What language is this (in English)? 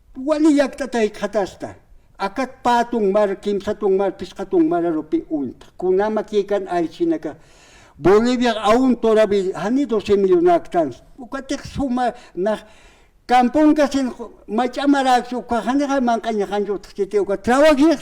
Aymara